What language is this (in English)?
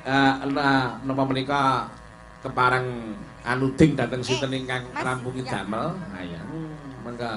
Javanese